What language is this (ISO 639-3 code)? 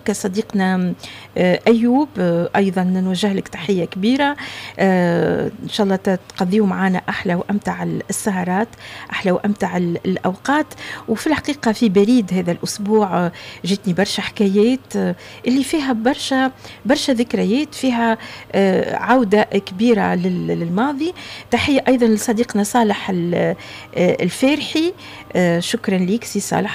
aeb